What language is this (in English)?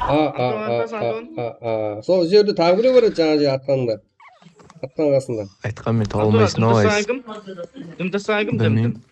Kara-Kalpak